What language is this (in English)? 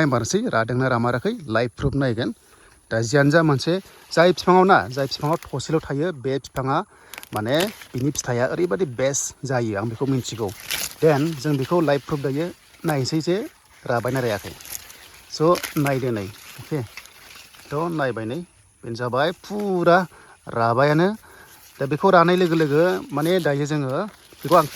Bodo